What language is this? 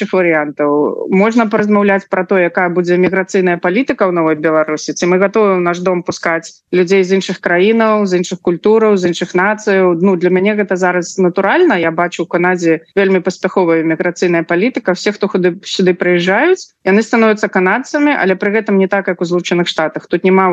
Belarusian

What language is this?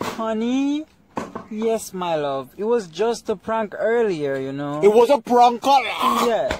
Jamaican Creole English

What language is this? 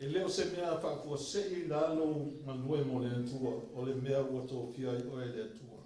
Samoan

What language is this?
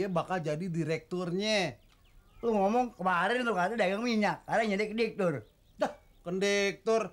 Betawi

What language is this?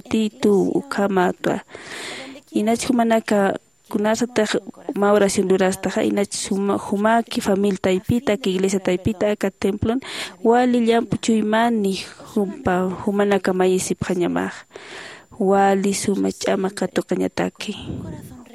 Aymara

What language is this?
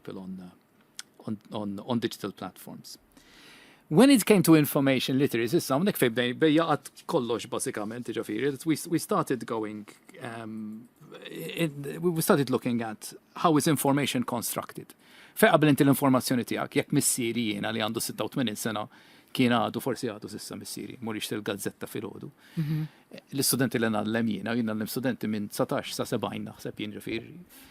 Maltese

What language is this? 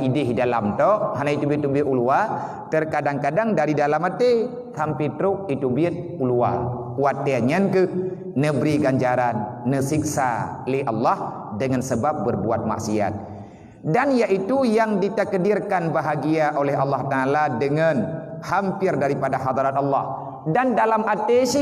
Achinese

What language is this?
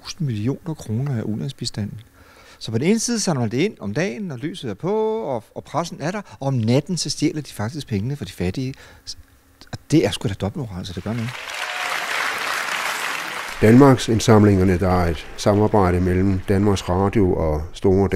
Danish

